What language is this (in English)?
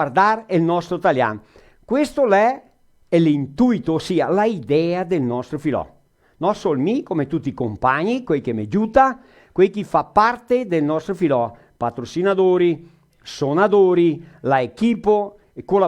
Venetian